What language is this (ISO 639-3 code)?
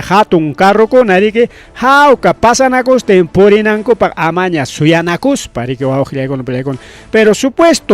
quy